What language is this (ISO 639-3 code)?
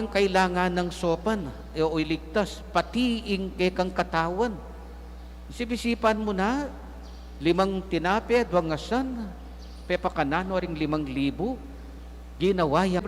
pam